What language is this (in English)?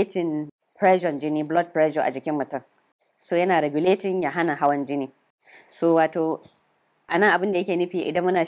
Hausa